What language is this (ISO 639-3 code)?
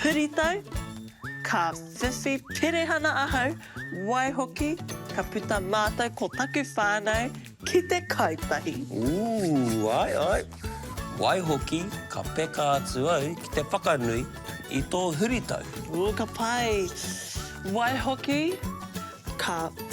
mri